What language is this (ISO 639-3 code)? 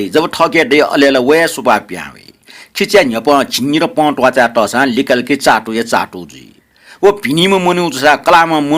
new